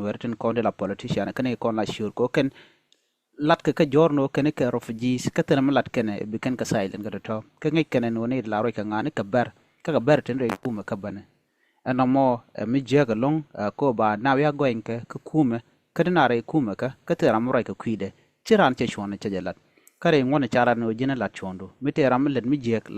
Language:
Nuer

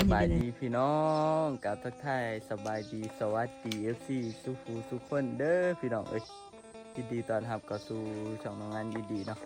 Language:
Northeastern Thai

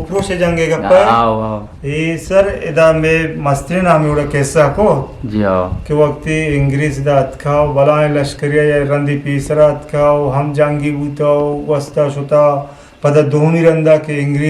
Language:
Eastern Balochi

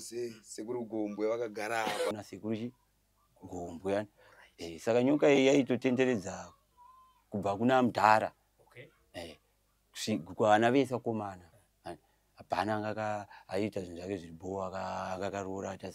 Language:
Shona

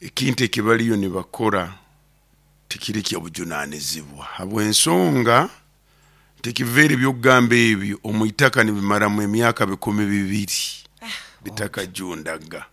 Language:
Nyoro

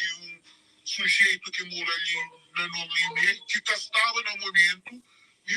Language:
Kabuverdianu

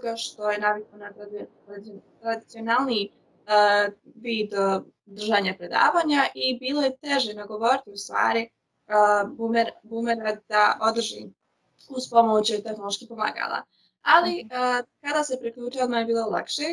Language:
Croatian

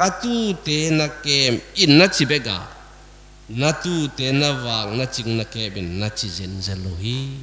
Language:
Tedim Chin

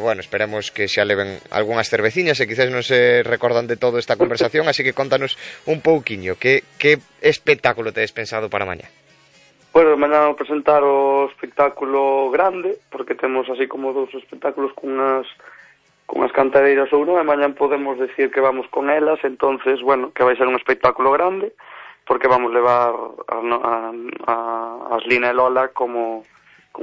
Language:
Galician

